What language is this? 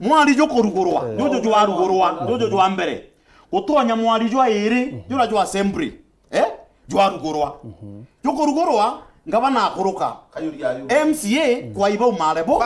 Meru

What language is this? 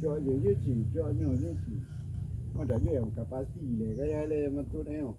Achinese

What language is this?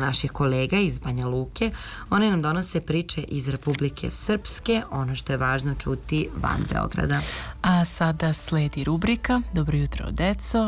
Serbian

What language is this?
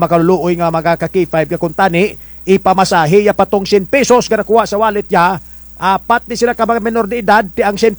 Kinaray-a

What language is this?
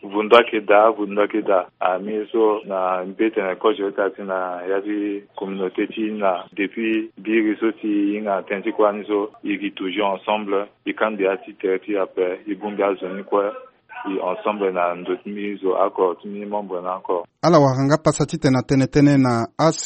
Sango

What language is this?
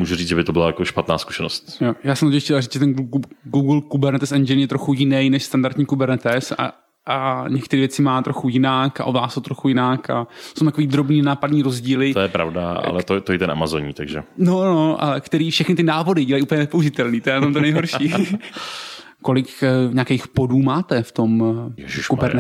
Czech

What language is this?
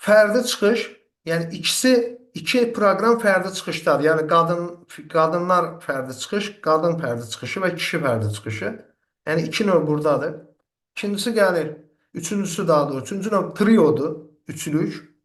Azerbaijani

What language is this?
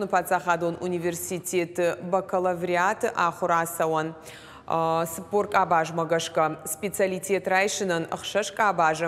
Ossetic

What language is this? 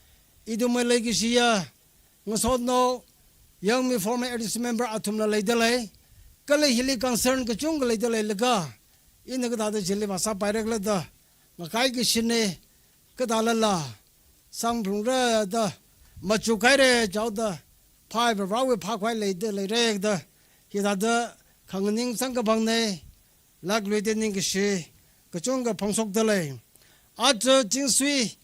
Tangkhul Naga (India)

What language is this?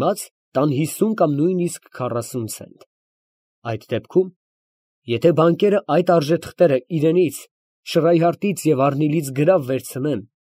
Armenian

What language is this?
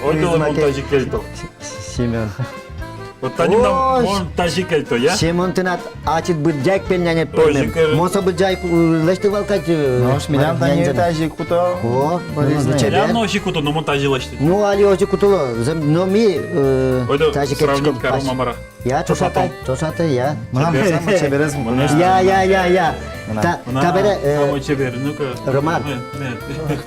Udmurt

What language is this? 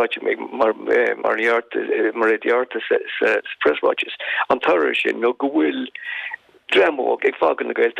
Irish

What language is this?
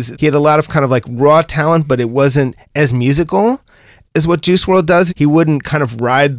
English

